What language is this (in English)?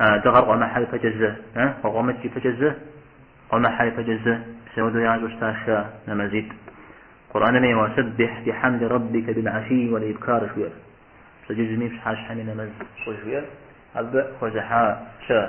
Kabardian